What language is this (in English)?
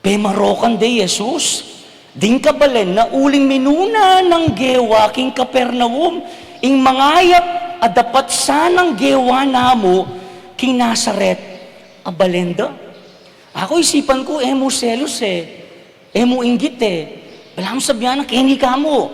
Pampanga